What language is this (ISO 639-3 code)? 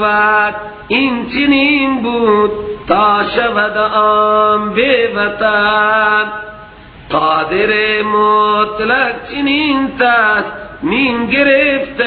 fas